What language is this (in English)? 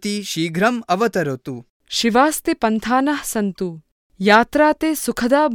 Sanskrit